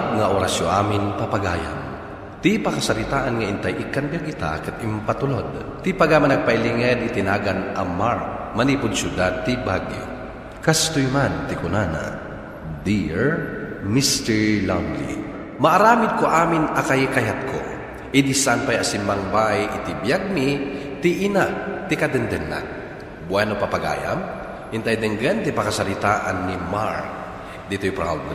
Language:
Iloko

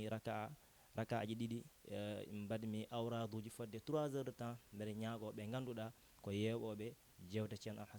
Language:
Fula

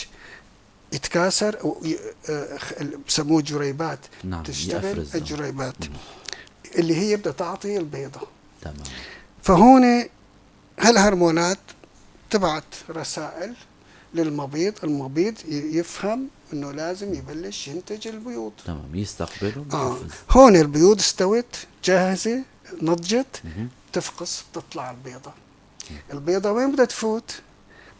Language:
North Levantine Arabic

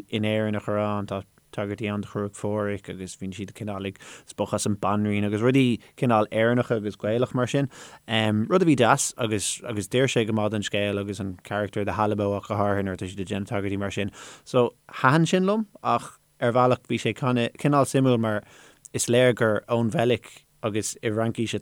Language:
Irish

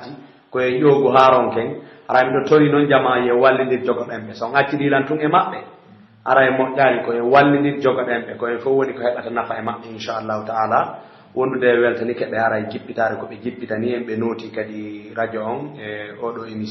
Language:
Pular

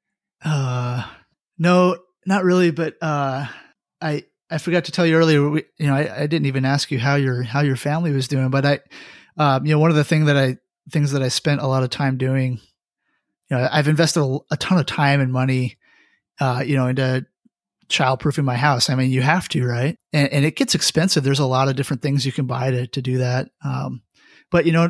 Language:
English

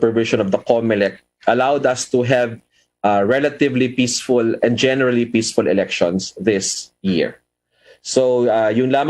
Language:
Hiligaynon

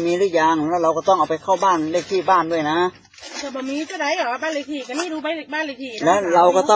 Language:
Thai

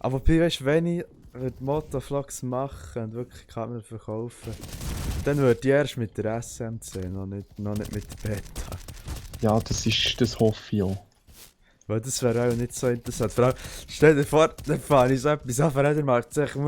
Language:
Swiss German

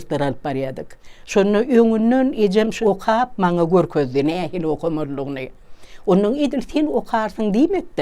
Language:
Turkmen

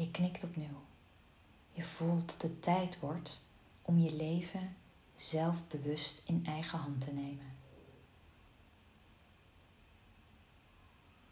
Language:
Dutch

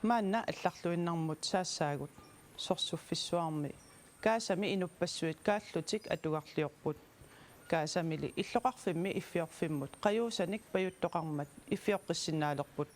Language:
Kalaallisut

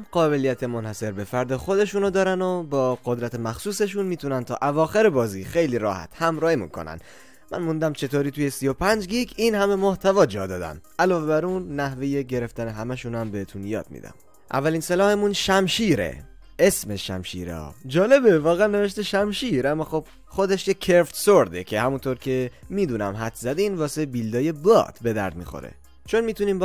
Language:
Persian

